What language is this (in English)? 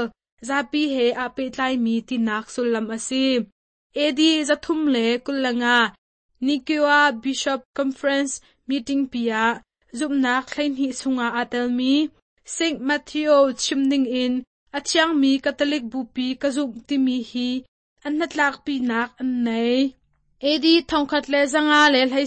Hakha Chin